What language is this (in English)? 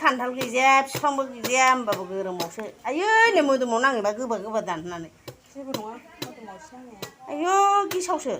Bodo